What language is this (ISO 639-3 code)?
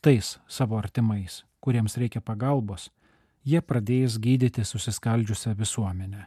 lit